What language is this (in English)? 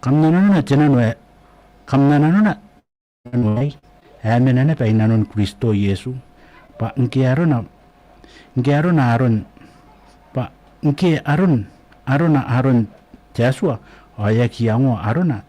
Gilbertese